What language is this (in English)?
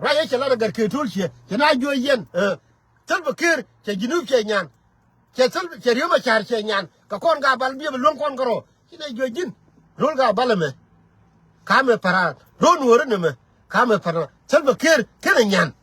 Nuer